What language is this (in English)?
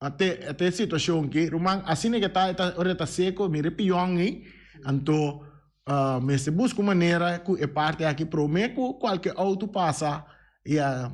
Papiamento